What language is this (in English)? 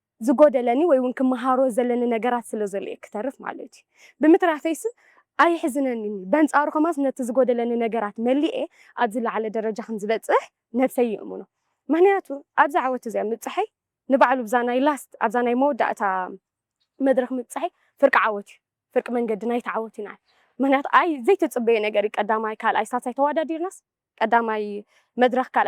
Tigrinya